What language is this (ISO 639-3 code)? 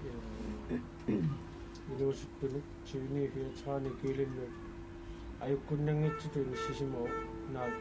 kal